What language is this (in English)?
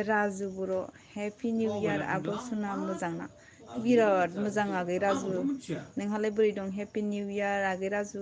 Bodo